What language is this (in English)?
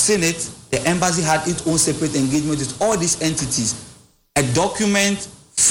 English